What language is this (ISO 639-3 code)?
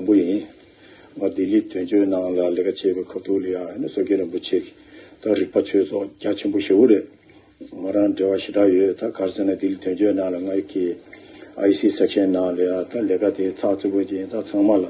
bod